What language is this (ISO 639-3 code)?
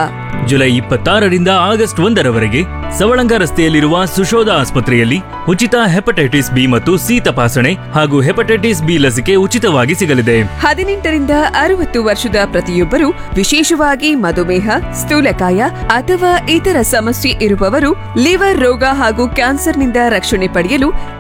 kan